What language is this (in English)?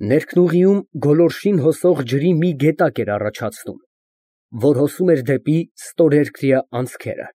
Armenian